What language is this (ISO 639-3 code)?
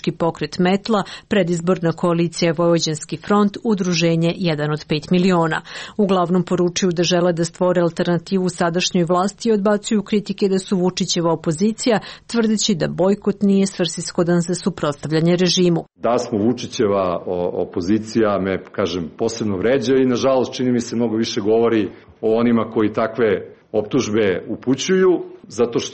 srp